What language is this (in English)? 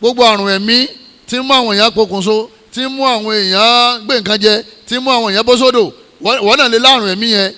Yoruba